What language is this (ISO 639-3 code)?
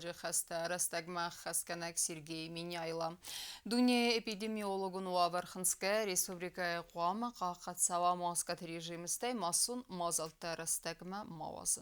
oss